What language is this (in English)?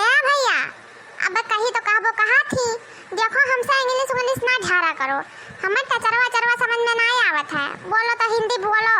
Awadhi